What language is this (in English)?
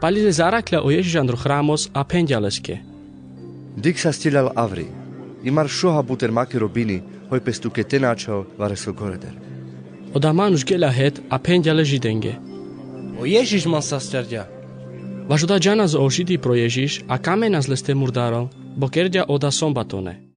Carpathian Romani